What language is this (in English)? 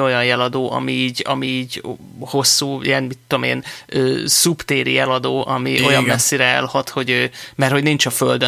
Hungarian